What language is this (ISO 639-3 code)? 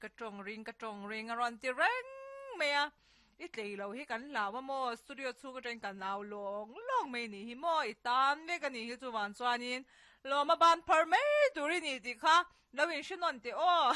lus